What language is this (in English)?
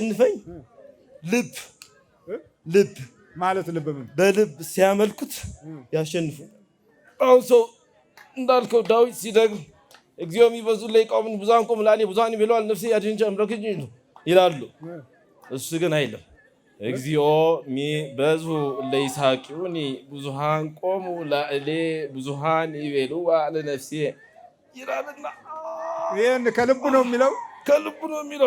Amharic